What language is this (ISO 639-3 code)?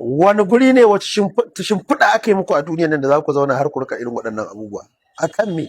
hau